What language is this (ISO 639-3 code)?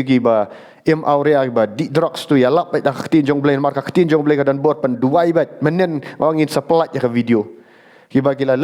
kha